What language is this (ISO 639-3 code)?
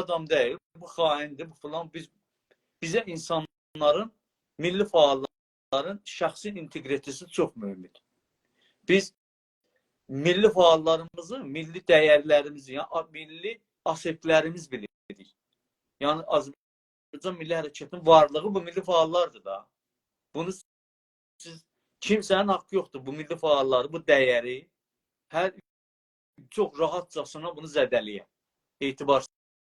azb